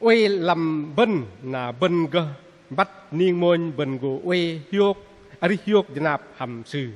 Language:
Bahnar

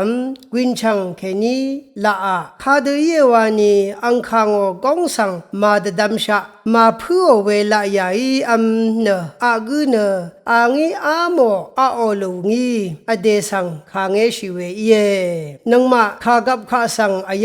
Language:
Rawang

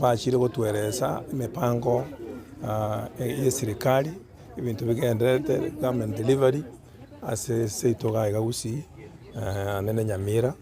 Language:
Gusii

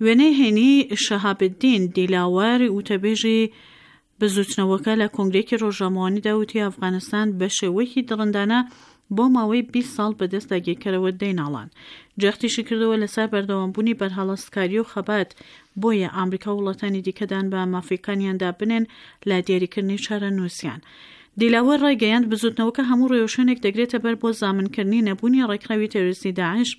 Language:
Central Kurdish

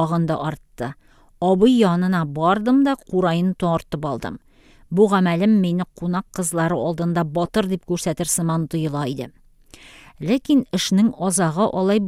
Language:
Tatar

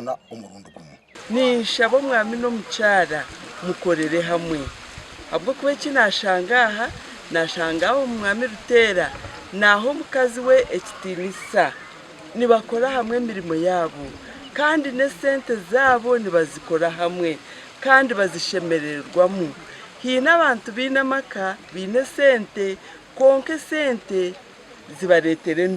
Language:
Nyankole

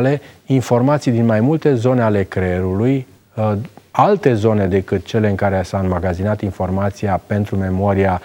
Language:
Romanian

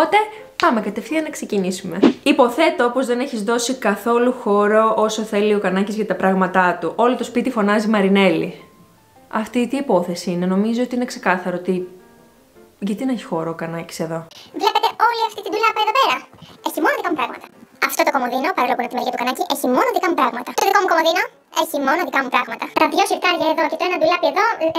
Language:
Greek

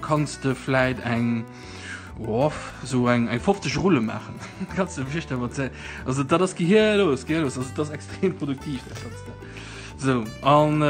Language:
Luxembourgish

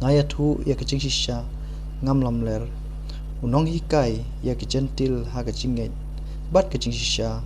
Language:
Khasi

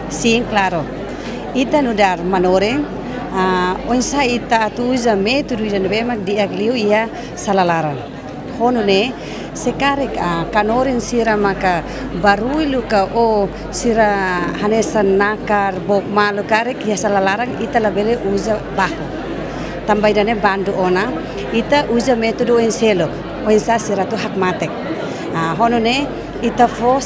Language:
Tetum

